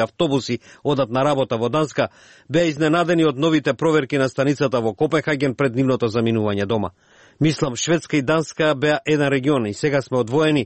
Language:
Macedonian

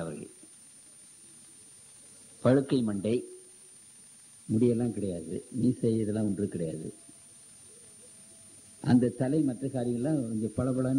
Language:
Tamil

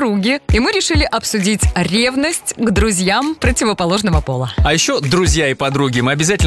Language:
Russian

